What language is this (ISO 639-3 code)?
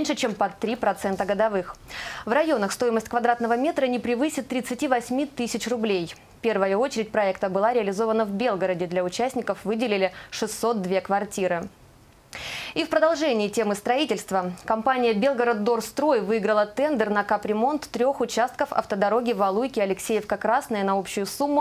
rus